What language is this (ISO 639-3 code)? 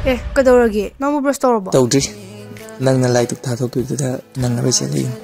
mni